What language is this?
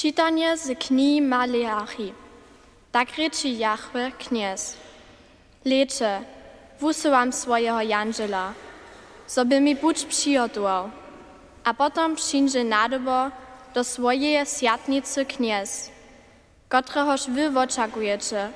Upper Sorbian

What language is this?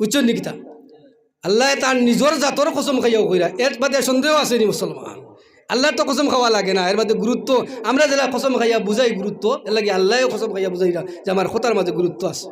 Sylheti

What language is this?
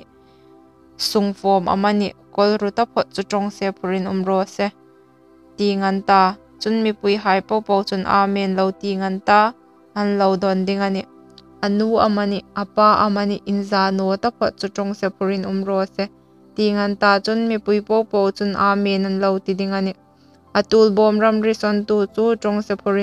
Hmar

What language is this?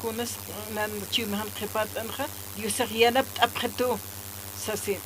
Aymara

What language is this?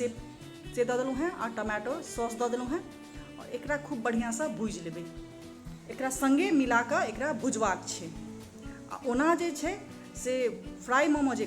Maithili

